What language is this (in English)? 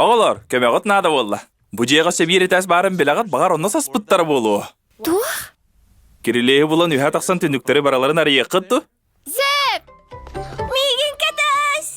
Yakut